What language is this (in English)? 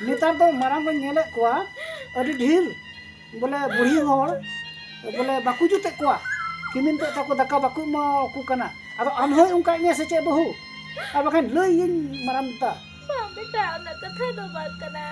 Santali